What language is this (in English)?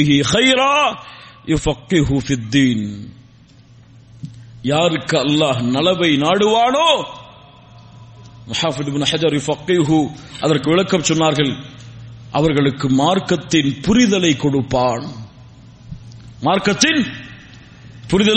Tamil